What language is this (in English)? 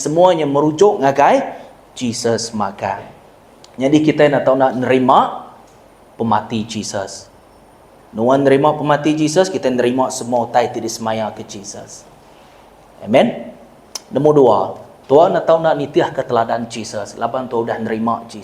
Iban